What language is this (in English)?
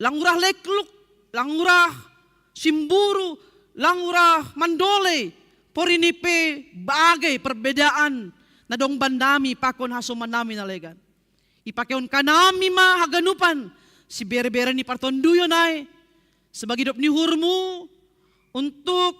Batak Simalungun